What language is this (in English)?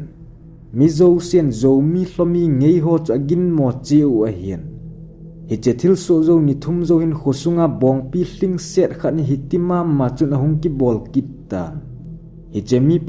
Thado Chin